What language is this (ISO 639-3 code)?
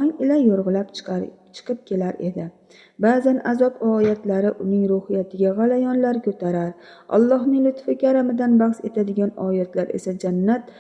uzb